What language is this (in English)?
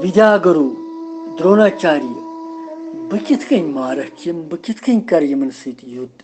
Kashmiri